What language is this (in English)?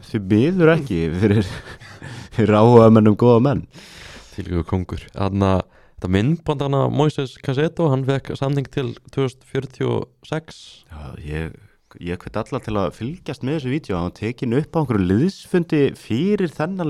Icelandic